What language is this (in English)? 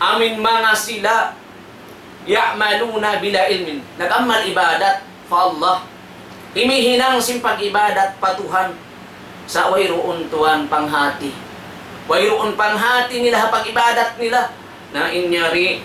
Tausug